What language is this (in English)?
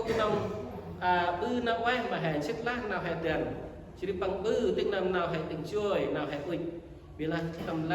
Central Mnong